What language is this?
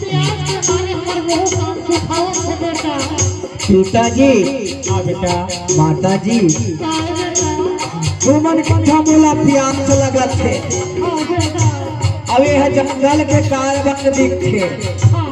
Chhattisgarhi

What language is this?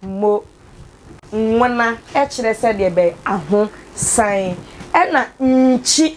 Akan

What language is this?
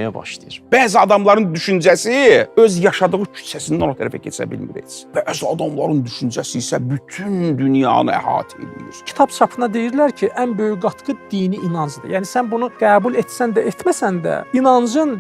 Azerbaijani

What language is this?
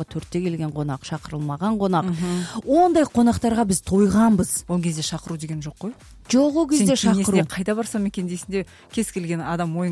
Kazakh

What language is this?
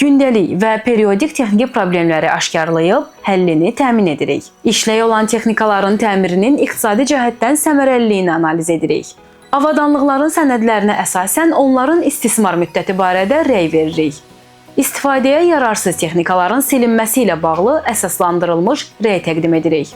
Azerbaijani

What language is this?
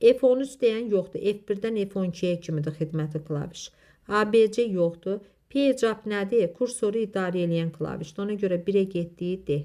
Azerbaijani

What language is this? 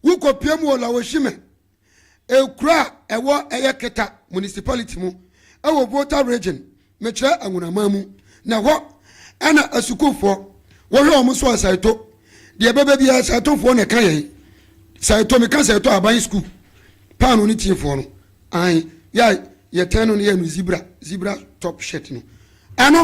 Akan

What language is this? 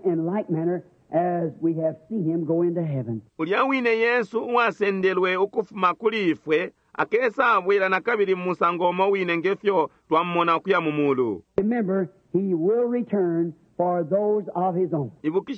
Bemba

